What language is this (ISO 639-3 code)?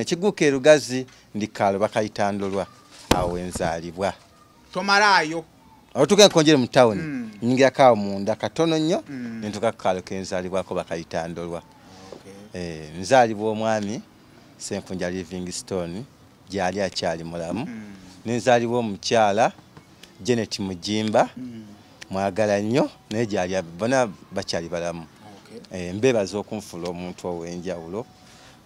lug